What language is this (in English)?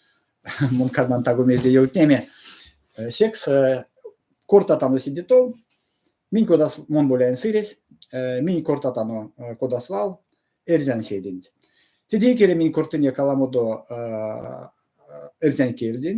Erzya